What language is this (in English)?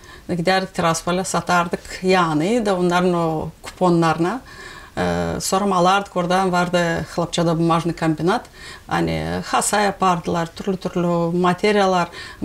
Gagauz